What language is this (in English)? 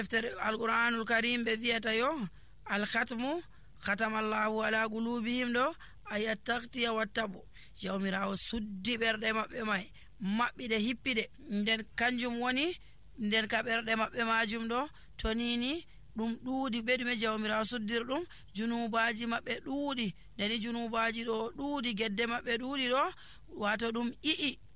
Nigerian Fulfulde